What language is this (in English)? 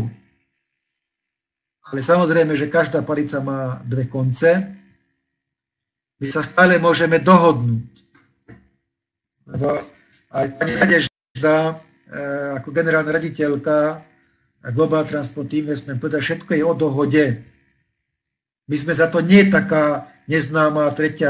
Slovak